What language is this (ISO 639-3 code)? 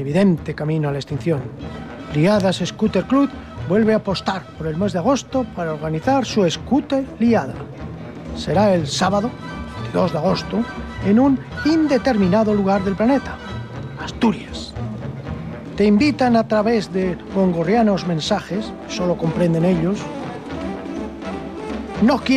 spa